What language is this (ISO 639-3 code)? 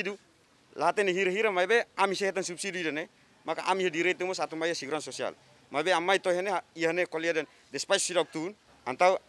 tet